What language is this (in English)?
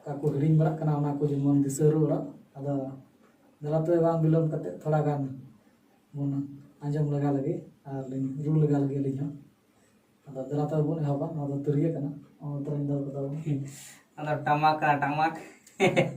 Santali